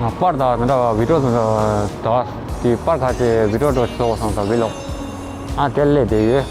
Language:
Tibetan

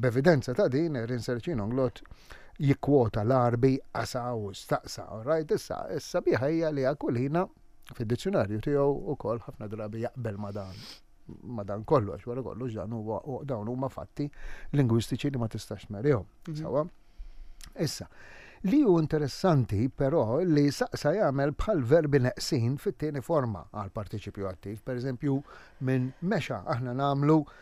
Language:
Maltese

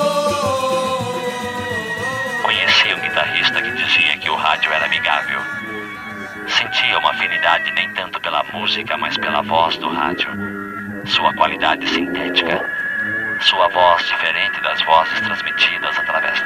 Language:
Portuguese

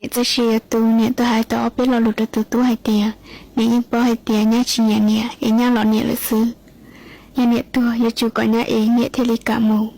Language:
Hmong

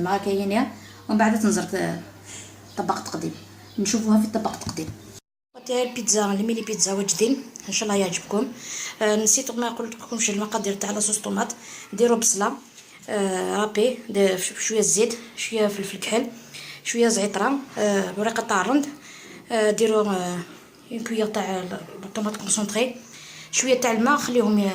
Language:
Algerian Arabic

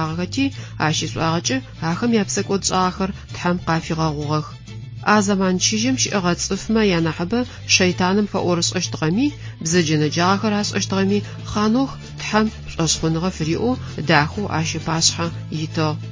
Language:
Adyghe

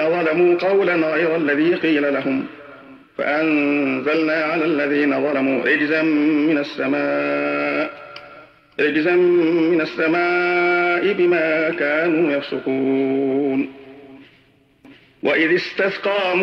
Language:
Arabic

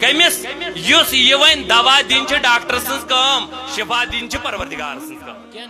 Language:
Kashmiri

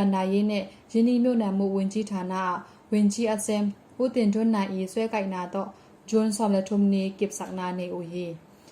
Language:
Tedim Chin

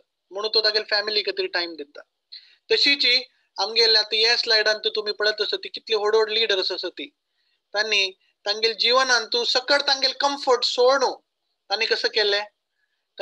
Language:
Konkani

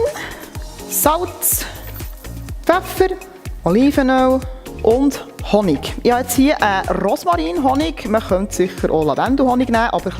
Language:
Swiss German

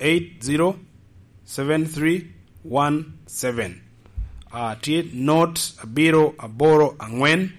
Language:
Lango (Uganda)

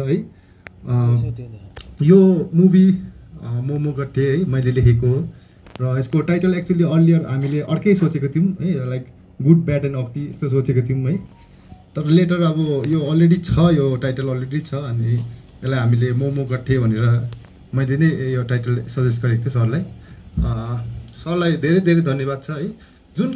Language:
Nepali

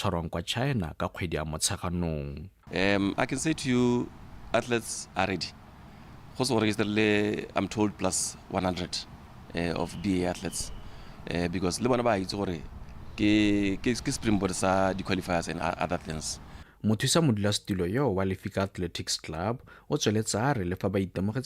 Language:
Tswana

